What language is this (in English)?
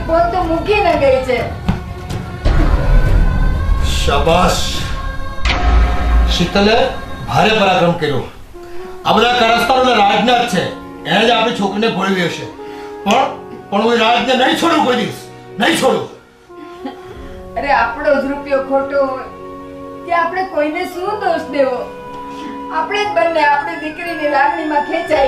Gujarati